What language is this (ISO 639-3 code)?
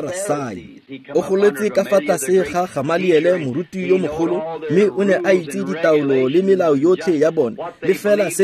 tsn